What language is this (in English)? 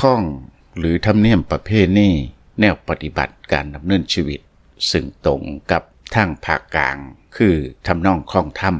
Lao